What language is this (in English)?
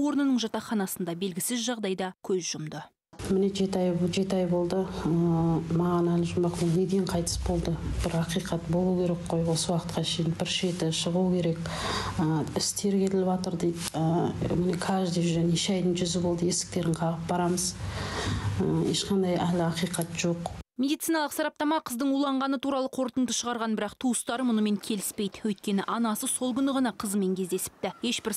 Kazakh